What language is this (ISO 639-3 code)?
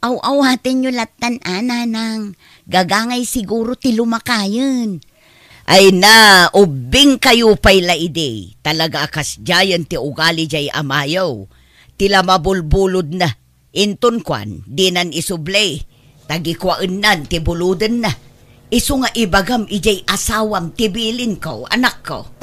ilo